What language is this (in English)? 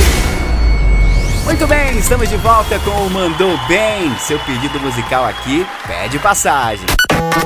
Portuguese